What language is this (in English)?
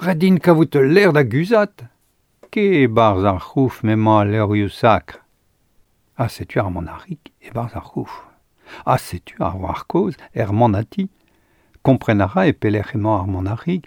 Breton